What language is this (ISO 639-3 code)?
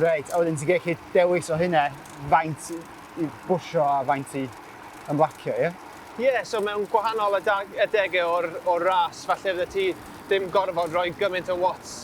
cym